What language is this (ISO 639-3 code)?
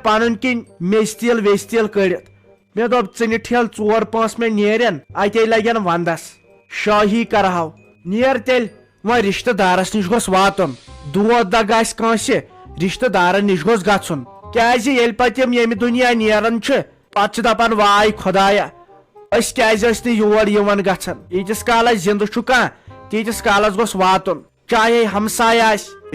kas